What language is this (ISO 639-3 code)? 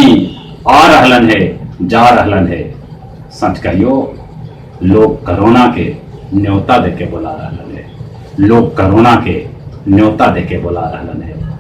mag